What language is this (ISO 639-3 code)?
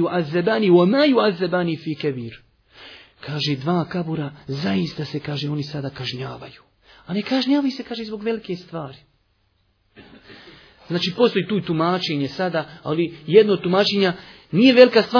bos